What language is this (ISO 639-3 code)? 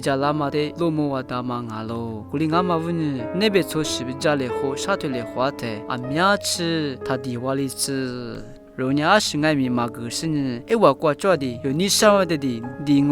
lis